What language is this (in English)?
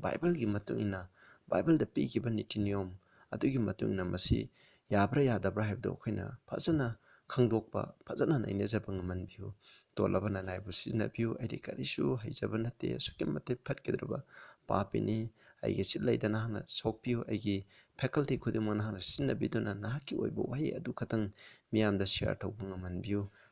Manipuri